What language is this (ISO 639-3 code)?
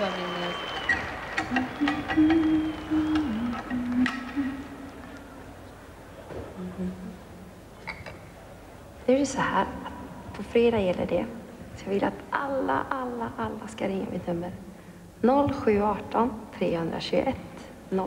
swe